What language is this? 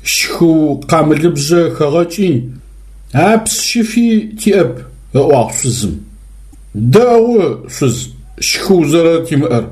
Adyghe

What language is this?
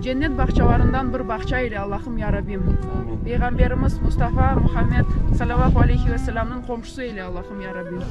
Crimean Tatar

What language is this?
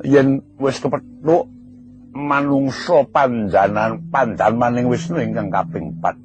Javanese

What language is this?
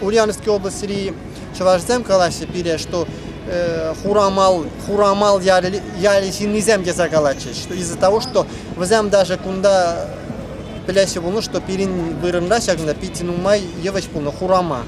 Chuvash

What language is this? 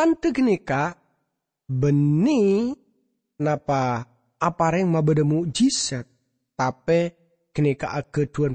Madurese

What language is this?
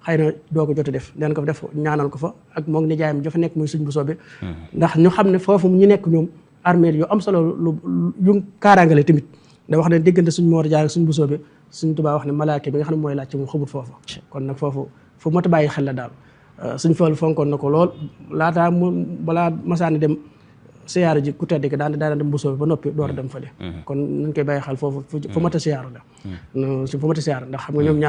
Wolof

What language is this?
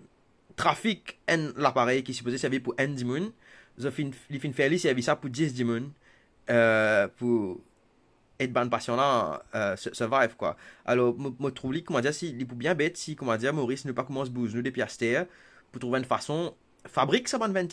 Morisyen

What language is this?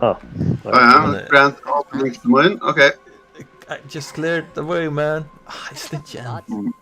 Faroese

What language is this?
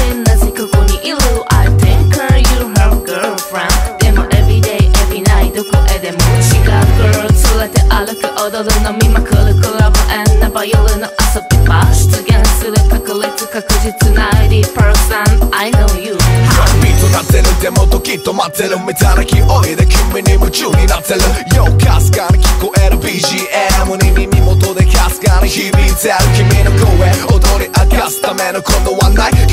Japanese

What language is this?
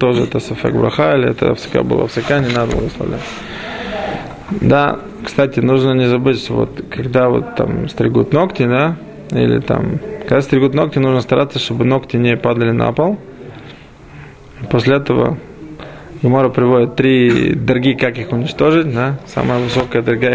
Russian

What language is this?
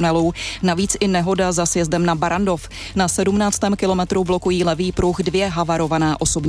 Czech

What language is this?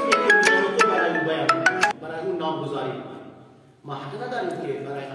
Persian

